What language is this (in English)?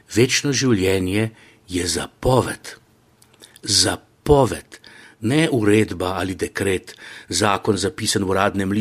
Slovenian